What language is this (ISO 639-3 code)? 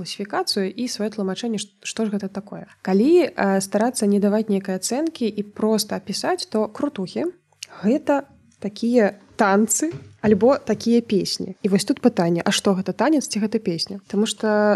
bel